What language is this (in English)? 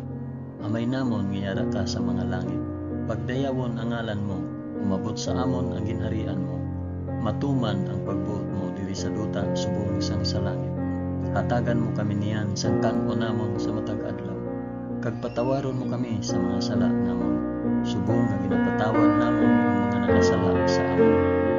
Hiligaynon